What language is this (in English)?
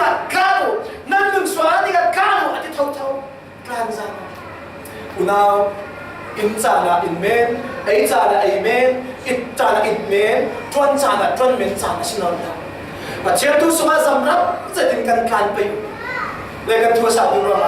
Falam Chin